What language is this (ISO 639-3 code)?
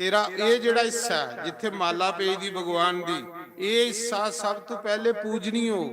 doi